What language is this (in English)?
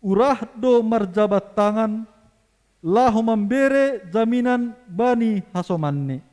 Batak Simalungun